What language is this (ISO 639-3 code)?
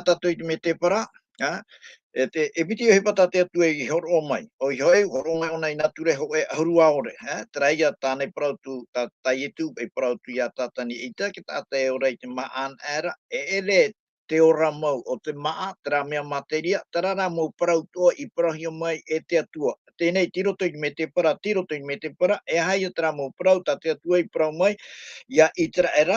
tah